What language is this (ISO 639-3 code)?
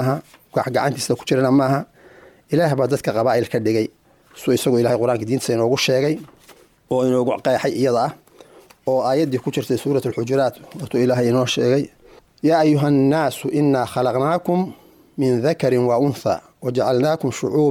som